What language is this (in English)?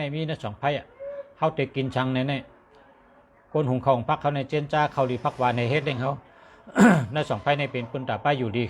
Shan